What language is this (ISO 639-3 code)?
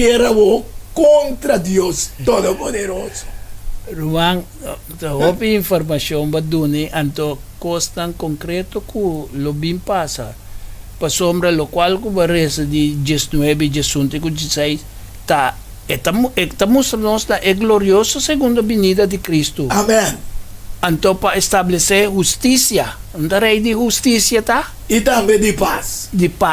pap